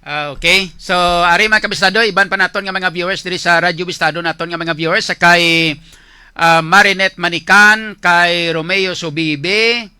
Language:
Hiligaynon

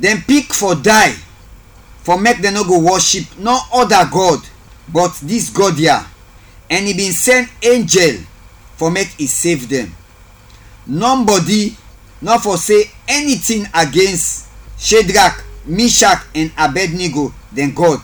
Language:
Krio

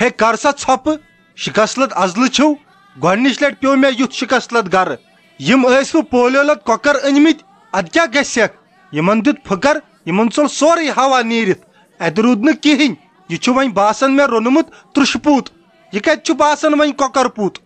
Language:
Kashmiri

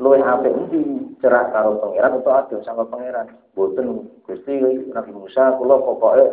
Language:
Javanese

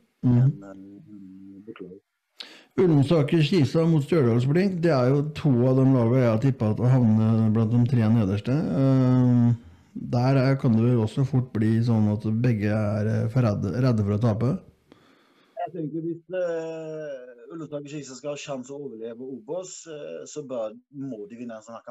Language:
Norwegian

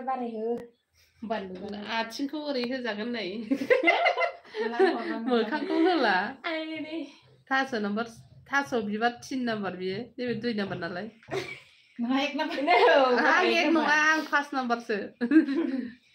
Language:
Bodo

